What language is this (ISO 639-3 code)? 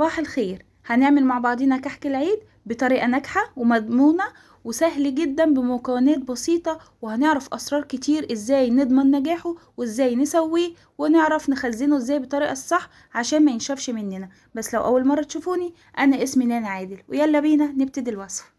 arz